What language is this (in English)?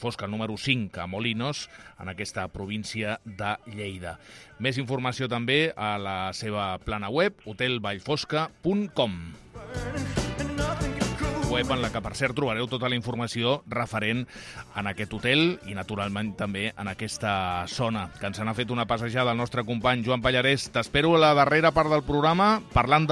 Catalan